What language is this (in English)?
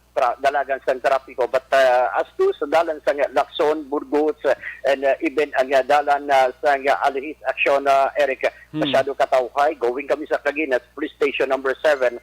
Hiligaynon